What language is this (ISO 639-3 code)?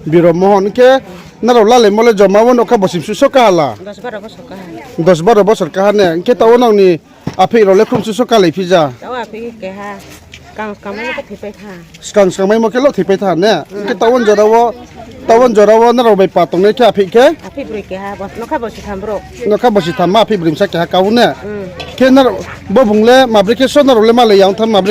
ria